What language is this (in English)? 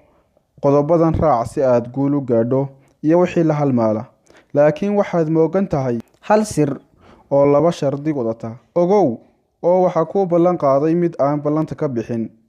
Somali